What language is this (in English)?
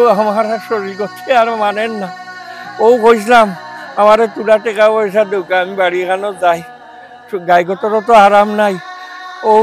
Sylheti